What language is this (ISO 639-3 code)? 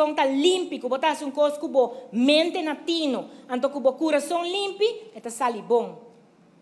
pap